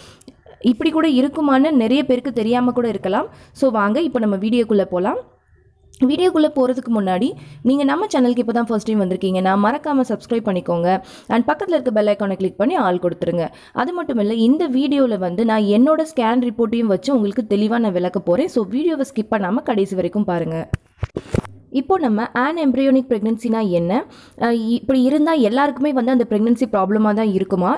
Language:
Tamil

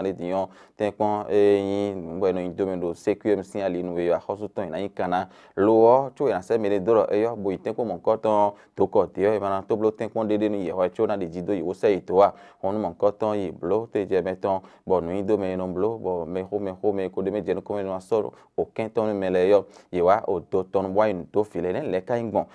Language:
Fon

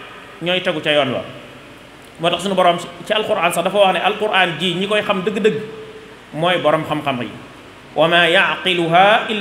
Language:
Wolof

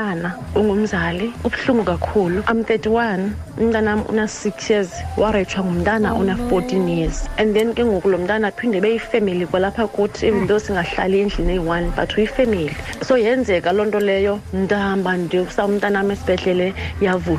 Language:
Xhosa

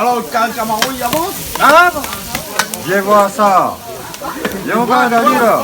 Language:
Réunion Creole French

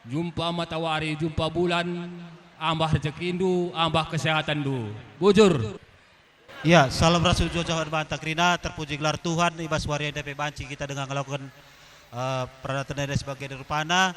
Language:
Batak Karo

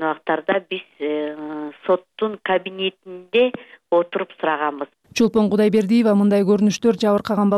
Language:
Kyrgyz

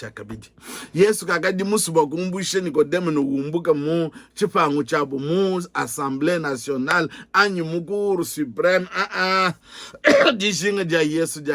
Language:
Luba-Lulua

